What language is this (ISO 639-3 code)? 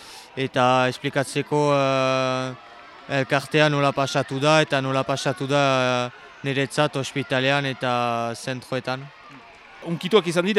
eus